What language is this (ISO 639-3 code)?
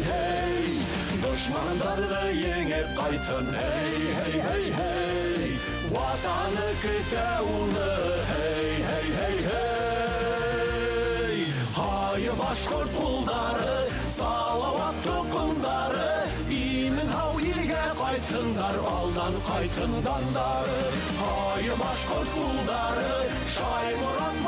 bak